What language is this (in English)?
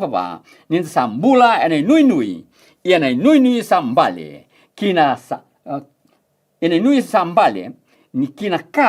Fijian